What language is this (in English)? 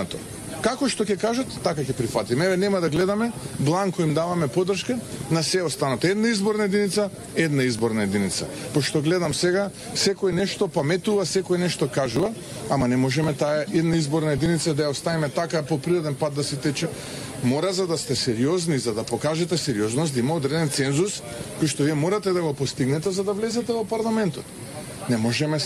Macedonian